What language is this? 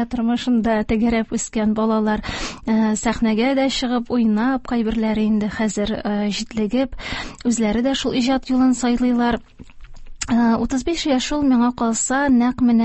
Tatar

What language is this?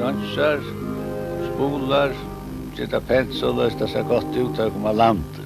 Faroese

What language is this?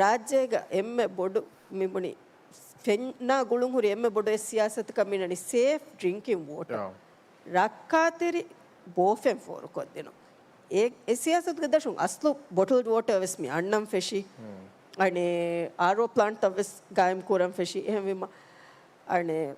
Divehi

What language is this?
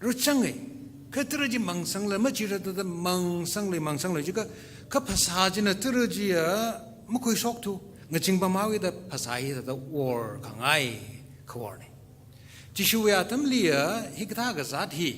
Tangkhul Naga (India)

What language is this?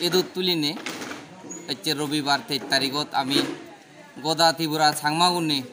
Chakma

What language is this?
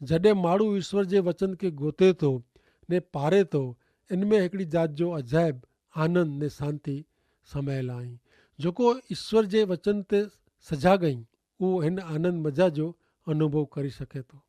Kachhi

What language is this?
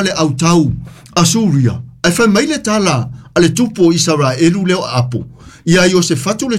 Samoan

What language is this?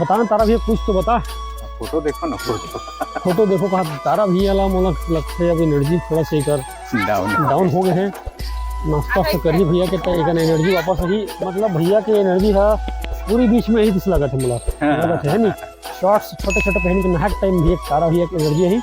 Chhattisgarhi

